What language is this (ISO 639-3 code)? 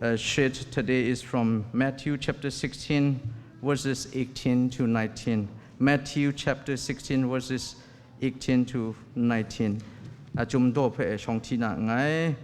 kac